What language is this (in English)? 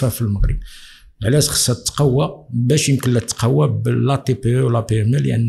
Moroccan Arabic